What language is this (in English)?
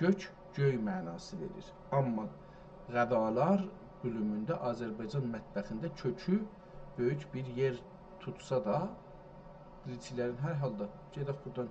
South Azerbaijani